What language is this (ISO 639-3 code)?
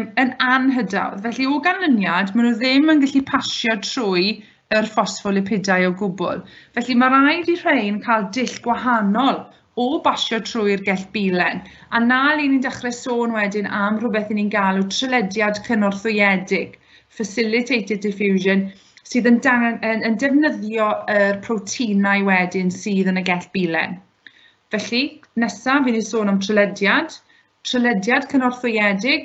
cym